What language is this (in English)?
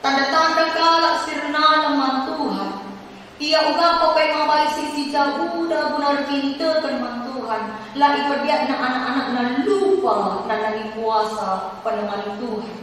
Batak Karo